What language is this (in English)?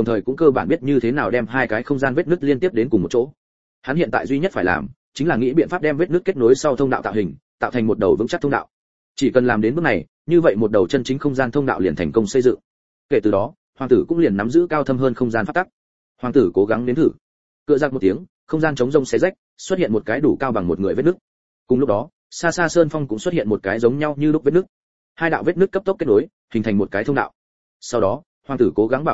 Vietnamese